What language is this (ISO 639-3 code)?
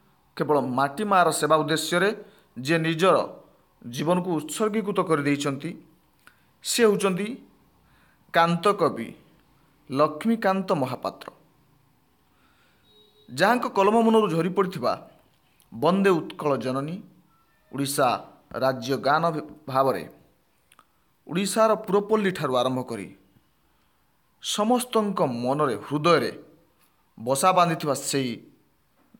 ori